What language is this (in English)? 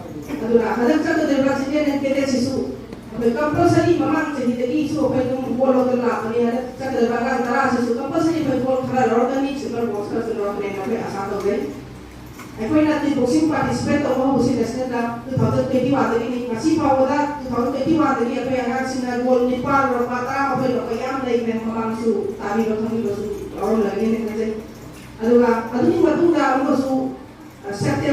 Manipuri